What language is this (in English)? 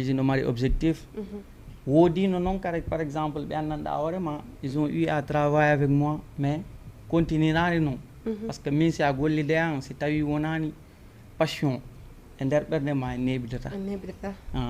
Fula